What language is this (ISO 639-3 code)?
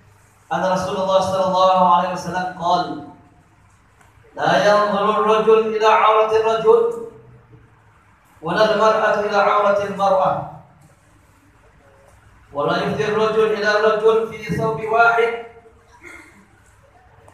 msa